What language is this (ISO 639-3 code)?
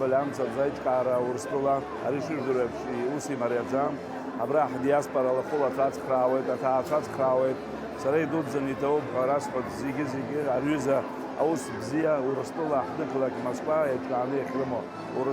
abk